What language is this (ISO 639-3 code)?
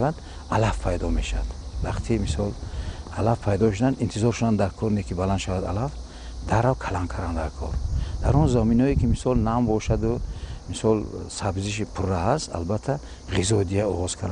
tgk